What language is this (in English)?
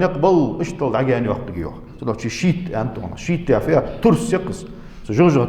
Ingush